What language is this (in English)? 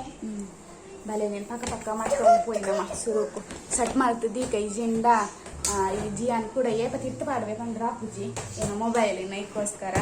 Tulu